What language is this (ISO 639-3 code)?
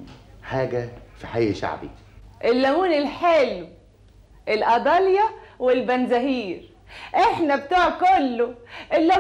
arz